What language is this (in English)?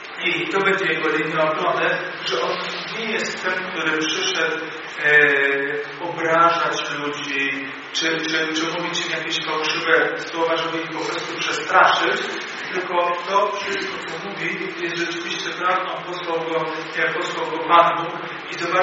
Polish